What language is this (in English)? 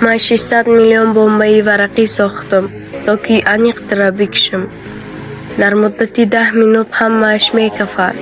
Tajik